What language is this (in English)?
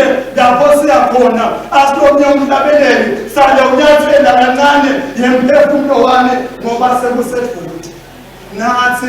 Swati